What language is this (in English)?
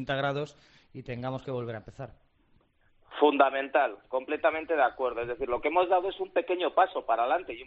Spanish